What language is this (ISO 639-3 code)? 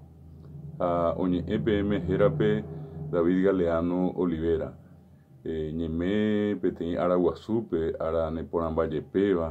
grn